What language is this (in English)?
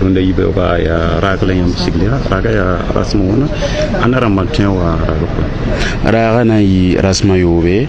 Mossi